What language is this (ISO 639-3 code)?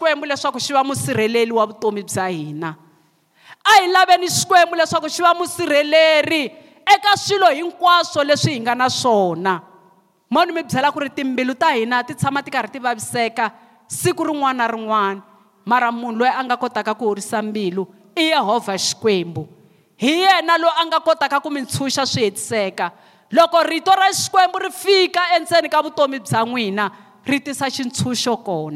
tso